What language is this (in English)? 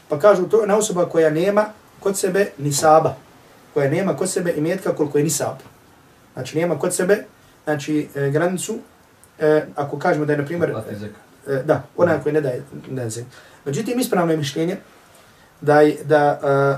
Bosnian